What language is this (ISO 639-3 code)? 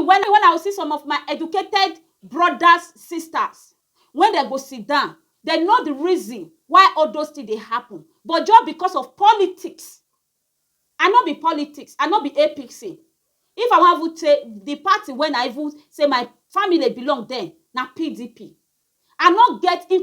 pcm